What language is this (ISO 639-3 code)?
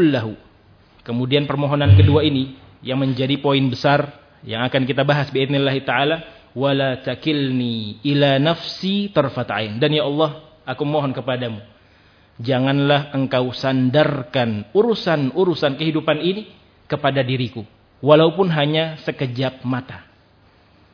ind